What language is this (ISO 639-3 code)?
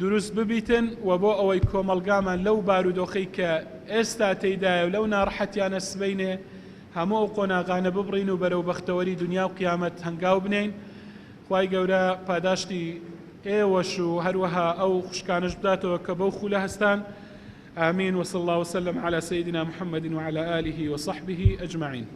ckb